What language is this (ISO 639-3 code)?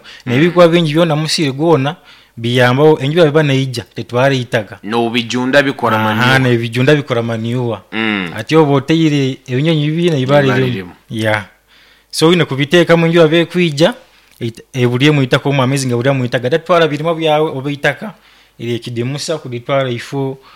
nyo